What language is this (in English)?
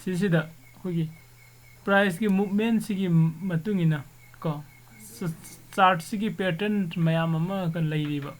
Manipuri